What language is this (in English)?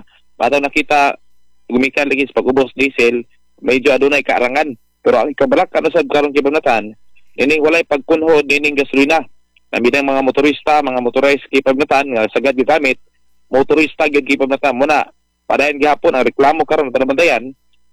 Cebuano